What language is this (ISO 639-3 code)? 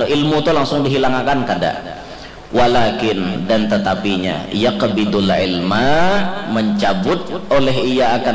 bjn